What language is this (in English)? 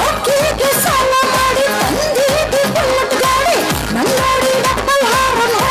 Kannada